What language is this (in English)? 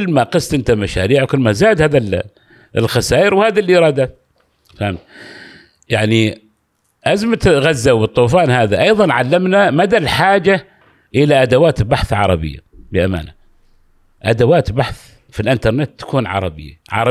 Gulf Arabic